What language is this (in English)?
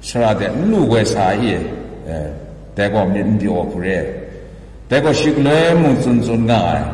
Kachin